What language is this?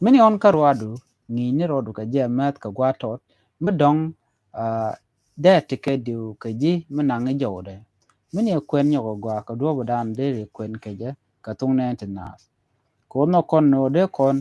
Nuer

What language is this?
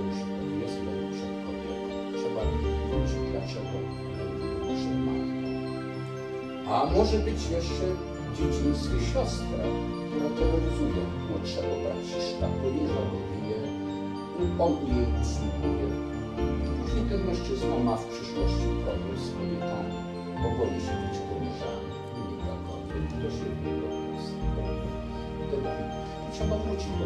Polish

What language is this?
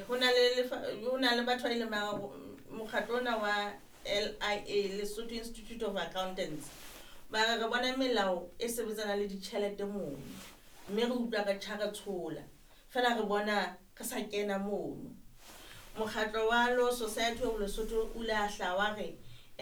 Southern Sotho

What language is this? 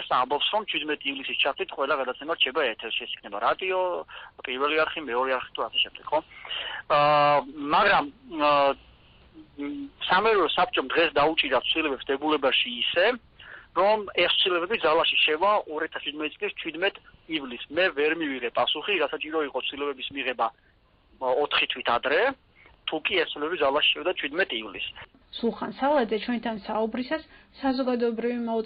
Georgian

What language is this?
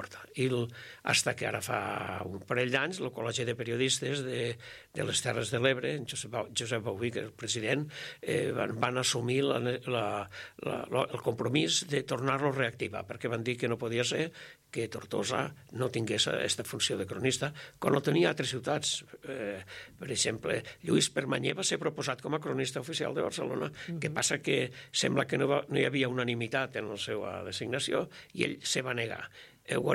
Catalan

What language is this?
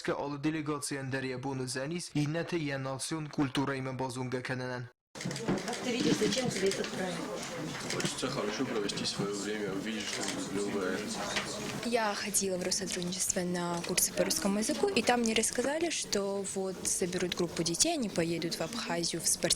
Ossetic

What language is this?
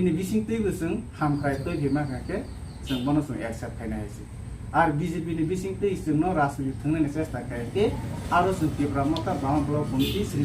Kok Borok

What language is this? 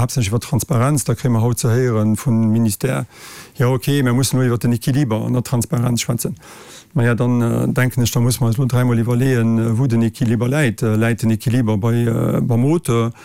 Luxembourgish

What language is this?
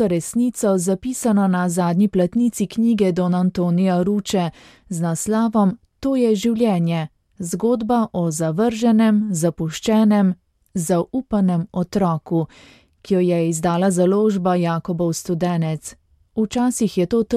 Slovenian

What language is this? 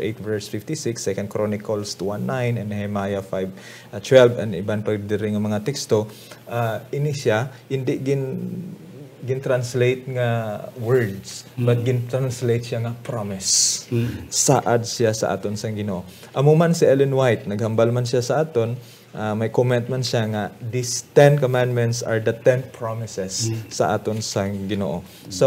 Hiligaynon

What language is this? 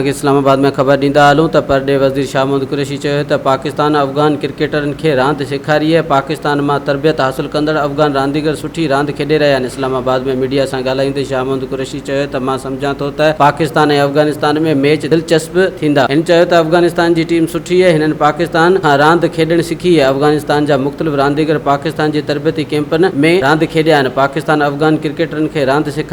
Sindhi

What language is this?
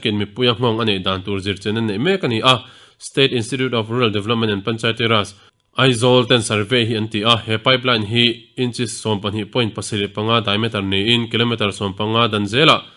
Mizo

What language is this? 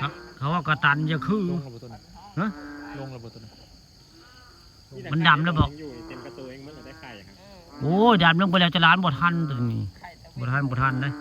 Northeastern Thai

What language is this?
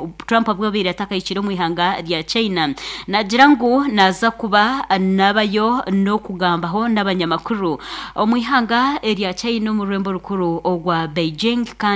Nyankole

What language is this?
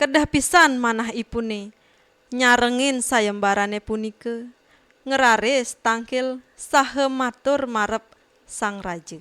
Balinese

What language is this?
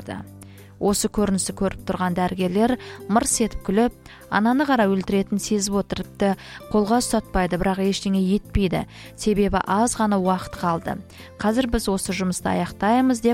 Kazakh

